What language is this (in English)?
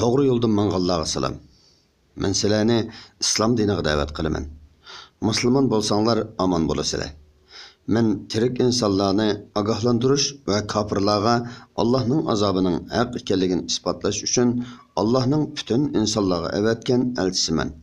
Uyghur